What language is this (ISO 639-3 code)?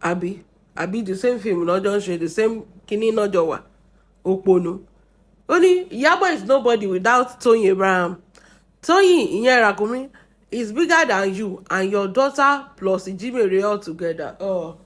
yor